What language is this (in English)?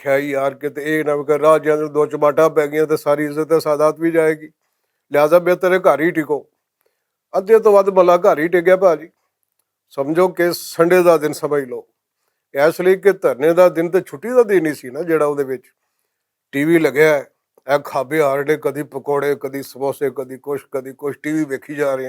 Western Panjabi